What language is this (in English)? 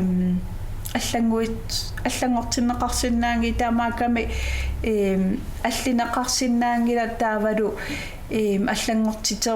Kalaallisut